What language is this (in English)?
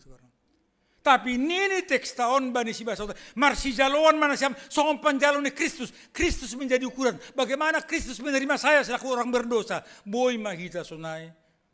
Batak Simalungun